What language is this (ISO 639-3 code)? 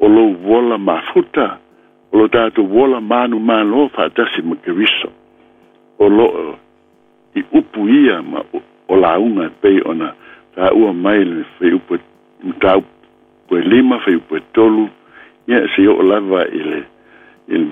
smo